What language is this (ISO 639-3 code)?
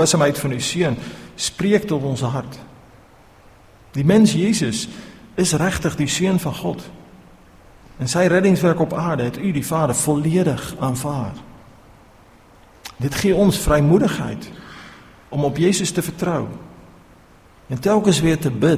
afr